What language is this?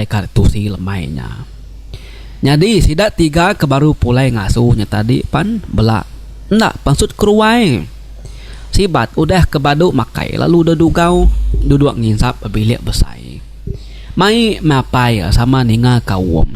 Iban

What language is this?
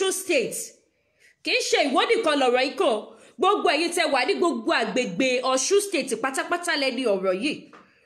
Yoruba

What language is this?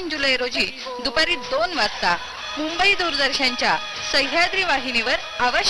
Marathi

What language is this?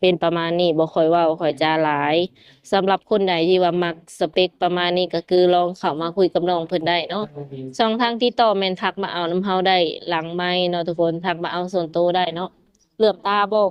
Lao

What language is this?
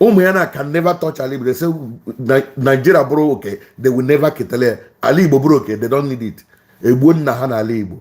Igbo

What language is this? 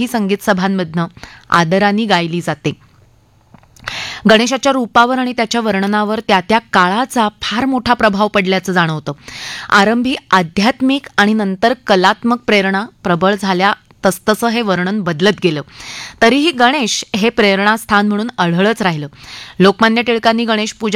Marathi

